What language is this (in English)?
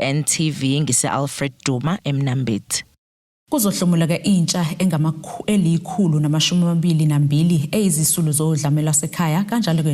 Zulu